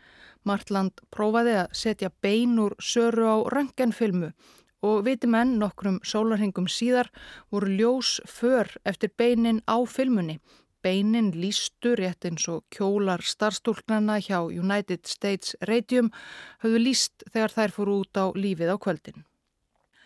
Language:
Icelandic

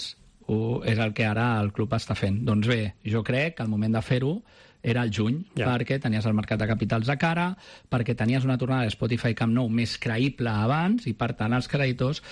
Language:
Catalan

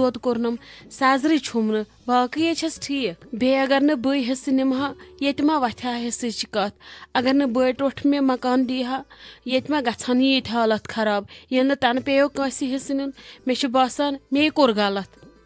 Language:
Kashmiri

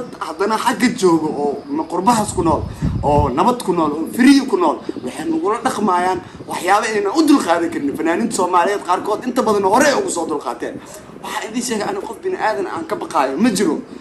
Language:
Somali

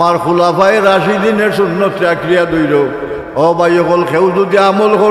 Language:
Sylheti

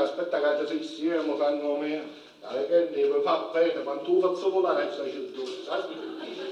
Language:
Sicilian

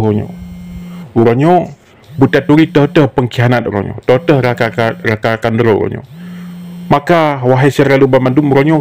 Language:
Achinese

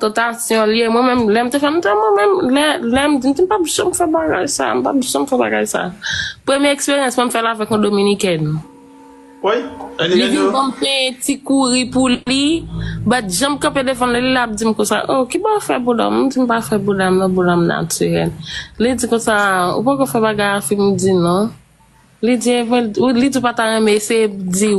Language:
Haitian Creole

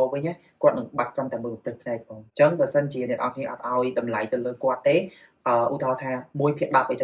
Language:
Khmer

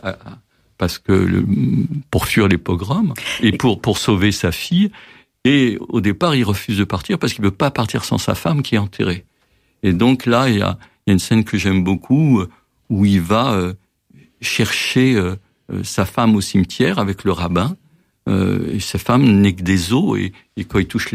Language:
French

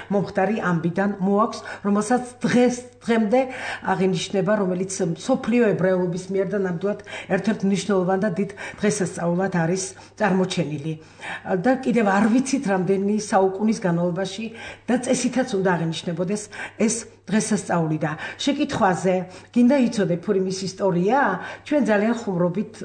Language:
Georgian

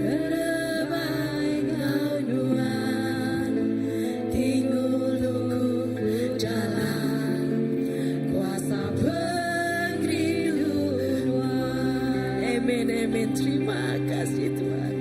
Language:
Iban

